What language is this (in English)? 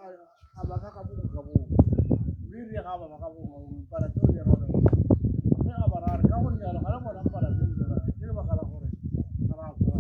Tswana